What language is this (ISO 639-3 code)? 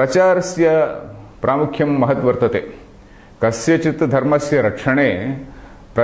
san